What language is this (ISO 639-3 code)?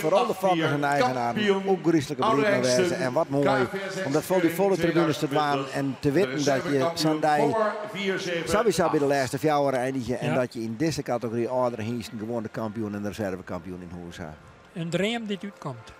fry